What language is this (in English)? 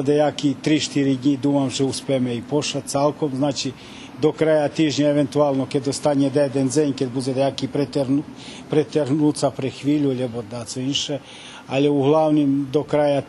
Rusyn